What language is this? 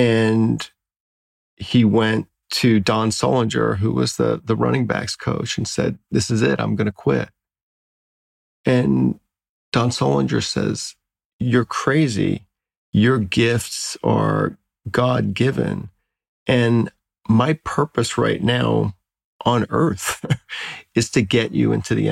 English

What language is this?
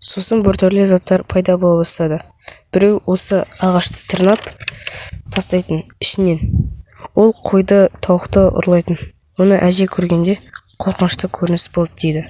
Kazakh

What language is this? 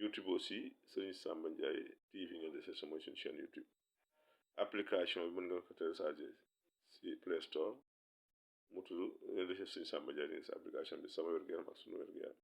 Wolof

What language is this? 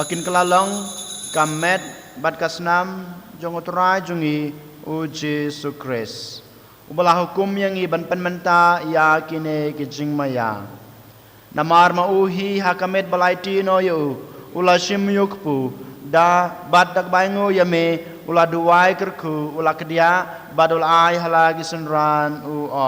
Khasi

